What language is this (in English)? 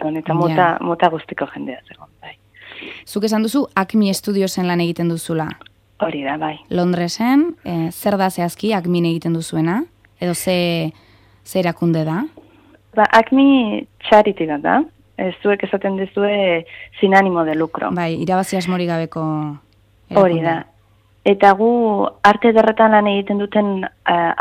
Basque